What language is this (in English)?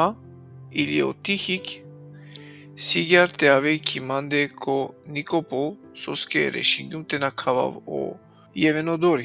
Balkan Romani